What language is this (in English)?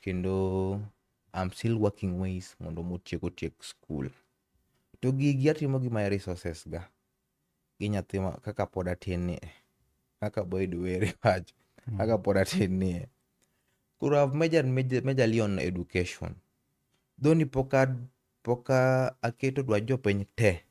Luo (Kenya and Tanzania)